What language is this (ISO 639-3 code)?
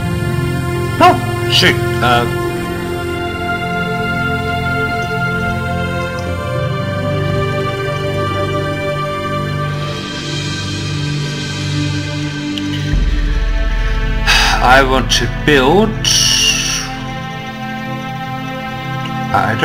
eng